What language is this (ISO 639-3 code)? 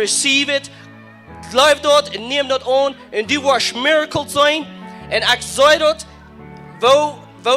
pdt